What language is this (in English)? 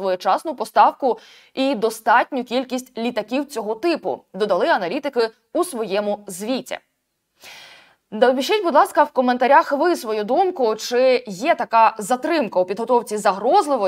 Ukrainian